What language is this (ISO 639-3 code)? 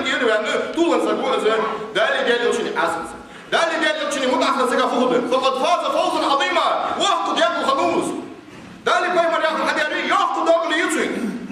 inh